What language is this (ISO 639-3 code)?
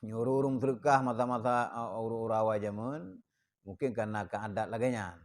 ace